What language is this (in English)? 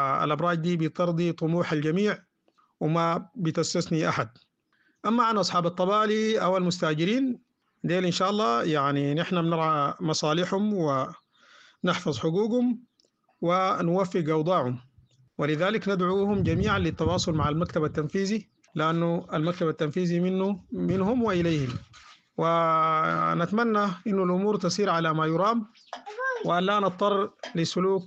Sudanese Arabic